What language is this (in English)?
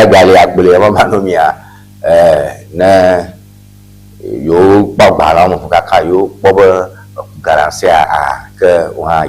Ewe